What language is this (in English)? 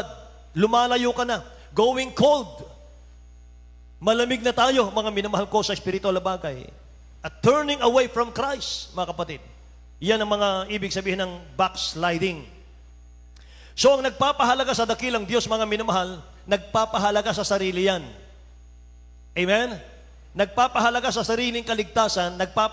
Filipino